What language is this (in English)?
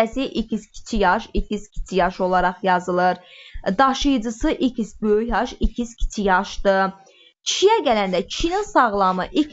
Azerbaijani